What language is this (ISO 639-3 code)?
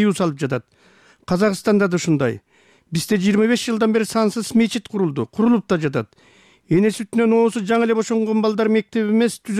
kir